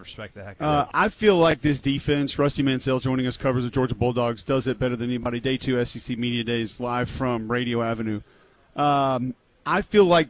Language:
English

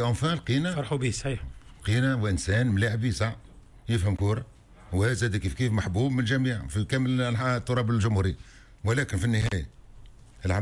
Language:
Tunisian Arabic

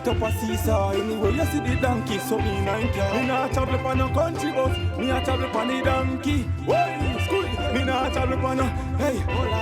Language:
Jamaican Creole English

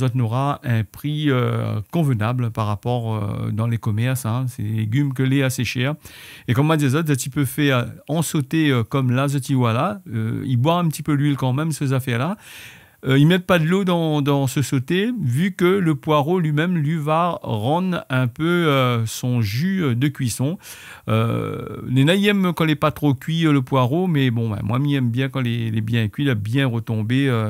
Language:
Réunion Creole French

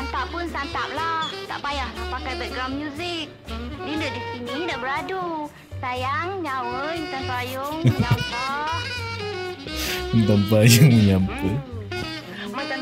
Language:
Malay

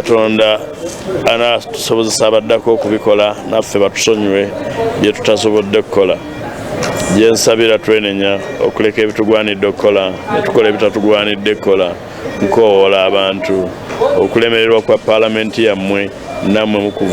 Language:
Ganda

